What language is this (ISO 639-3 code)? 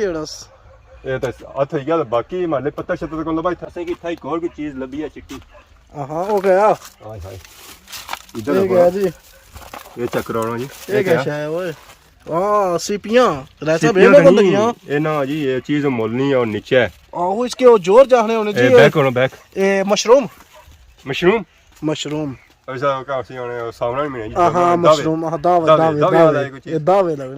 phr